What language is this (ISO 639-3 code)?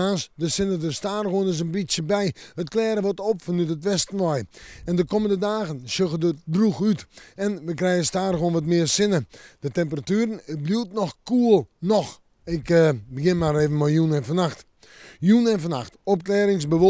fry